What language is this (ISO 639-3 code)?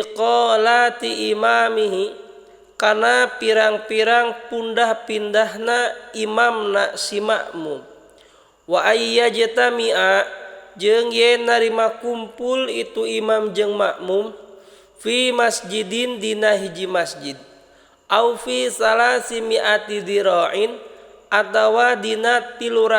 sun